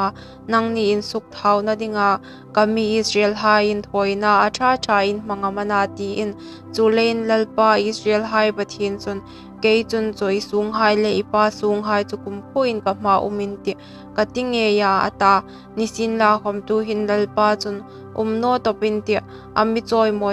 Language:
Hmar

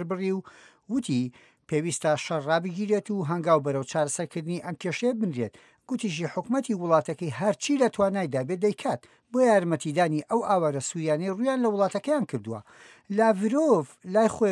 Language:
Central Kurdish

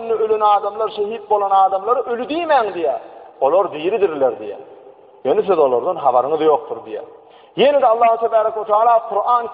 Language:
Turkmen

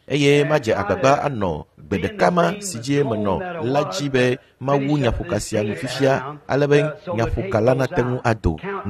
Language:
Ewe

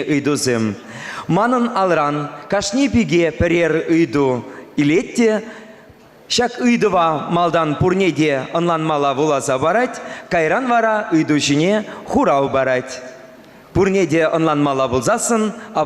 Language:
Chuvash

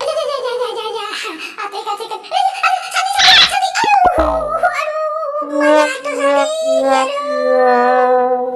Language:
Betawi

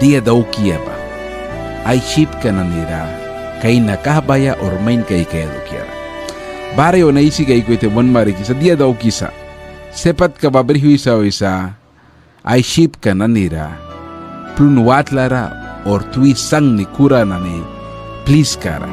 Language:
Mískito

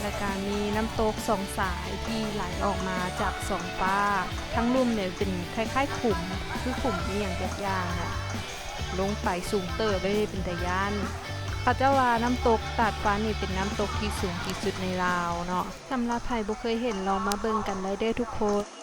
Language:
Lao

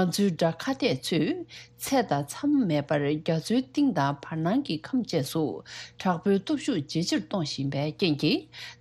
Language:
Tibetan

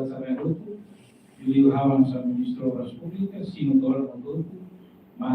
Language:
Tetum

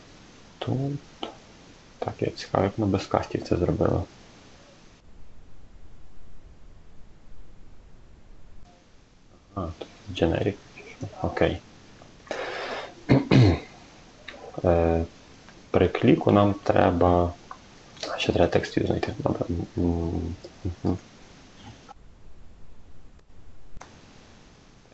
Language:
Ukrainian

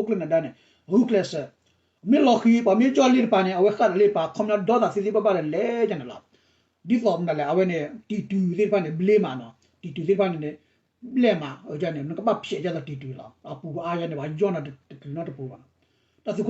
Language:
S'gaw Karen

